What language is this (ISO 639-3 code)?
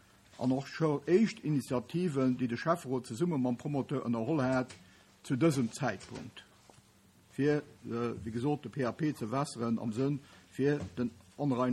ltz